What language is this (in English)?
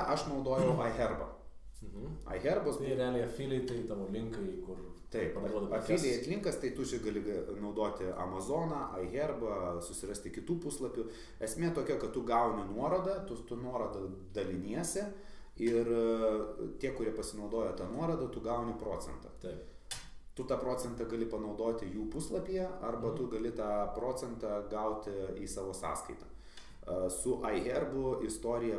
Lithuanian